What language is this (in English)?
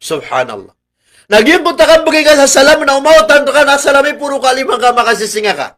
Maranao